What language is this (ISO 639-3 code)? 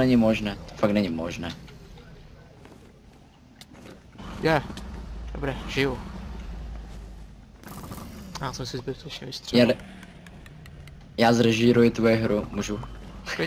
ces